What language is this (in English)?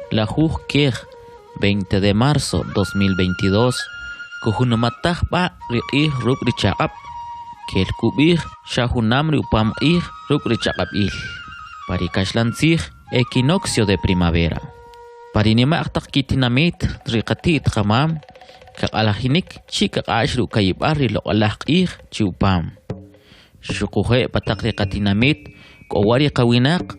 Kʼicheʼ